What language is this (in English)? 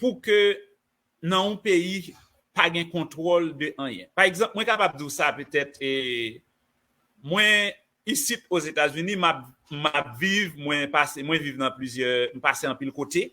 Haitian Creole